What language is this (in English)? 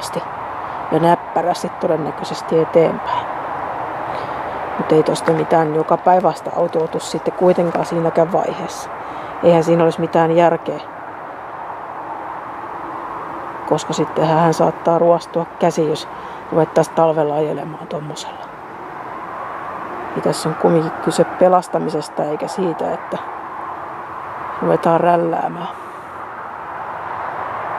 Finnish